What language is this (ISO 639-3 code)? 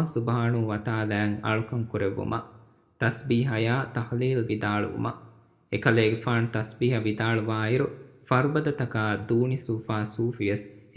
div